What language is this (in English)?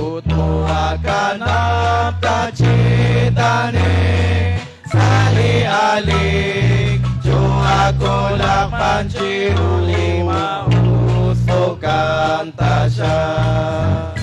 Kekchí